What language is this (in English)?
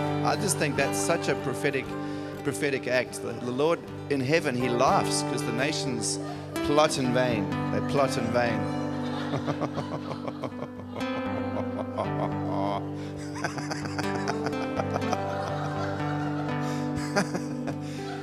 English